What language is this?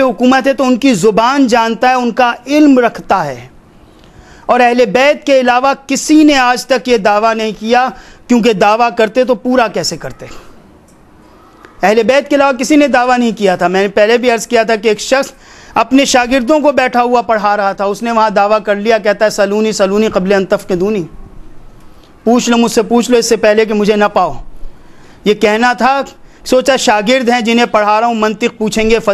Urdu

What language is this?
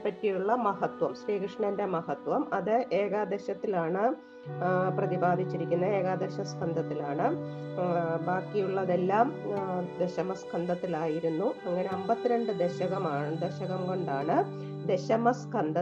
Malayalam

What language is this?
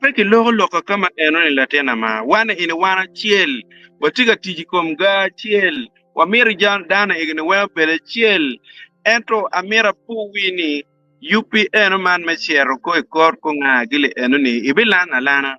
Acoli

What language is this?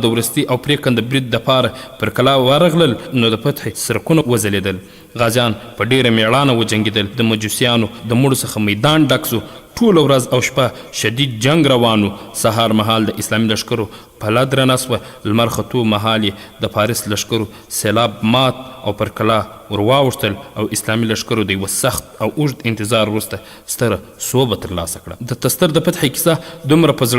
Pashto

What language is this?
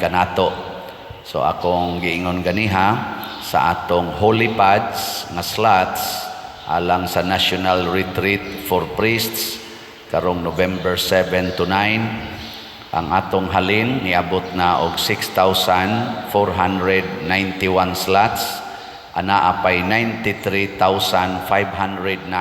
Cebuano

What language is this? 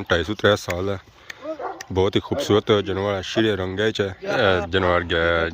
Pahari-Potwari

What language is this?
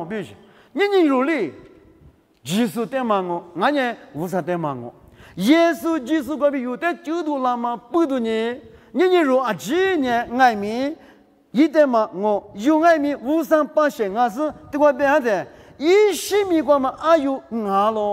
Lisu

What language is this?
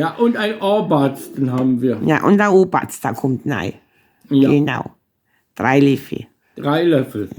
Bavarian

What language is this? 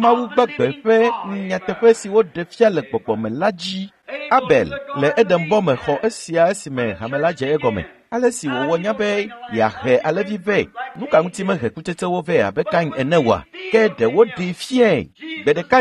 Ewe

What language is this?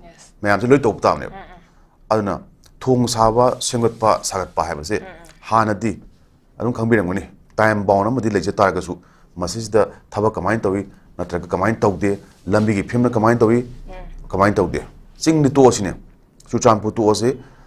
Manipuri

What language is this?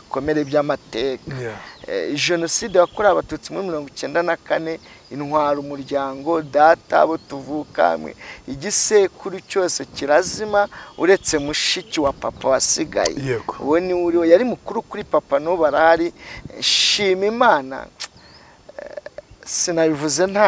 Kinyarwanda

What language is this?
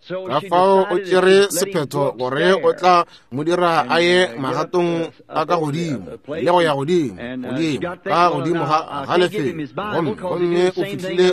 Northern Sotho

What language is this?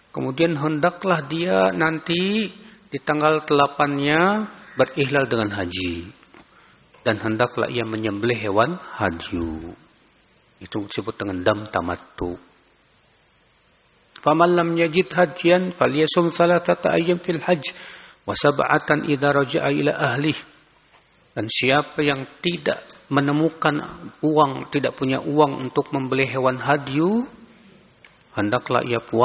Indonesian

